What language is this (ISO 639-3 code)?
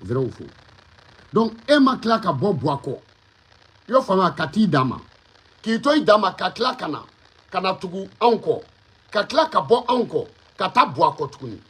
bam